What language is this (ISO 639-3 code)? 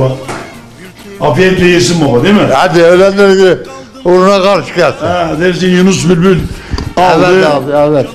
tur